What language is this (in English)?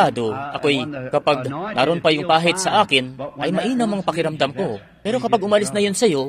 Filipino